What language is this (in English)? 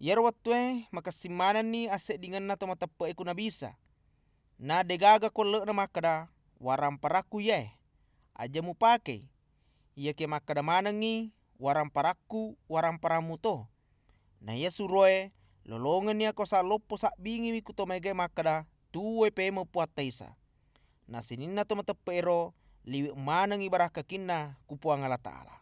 Buginese